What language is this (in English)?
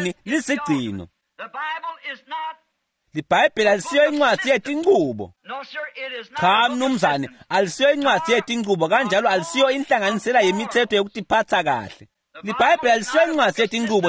Swati